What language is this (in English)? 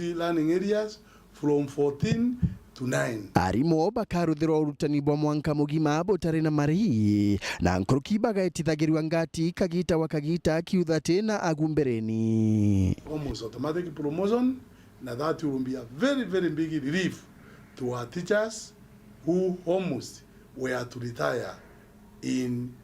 Meru